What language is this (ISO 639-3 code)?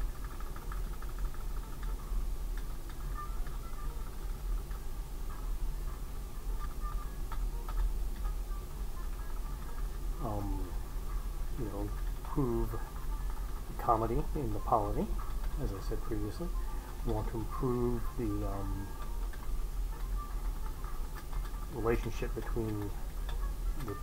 eng